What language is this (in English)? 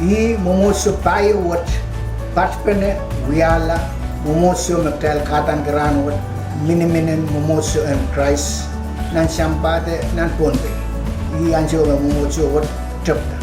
Pohnpeian